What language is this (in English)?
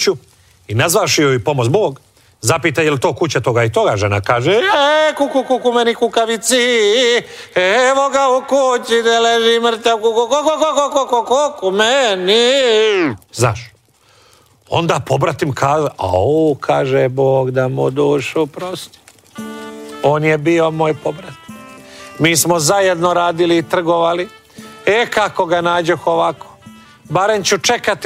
Croatian